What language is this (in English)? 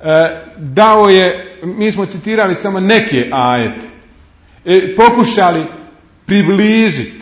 Bosnian